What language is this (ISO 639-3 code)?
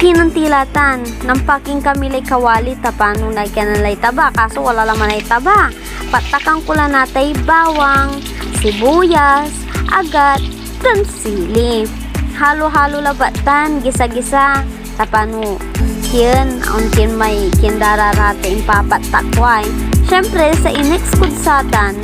pag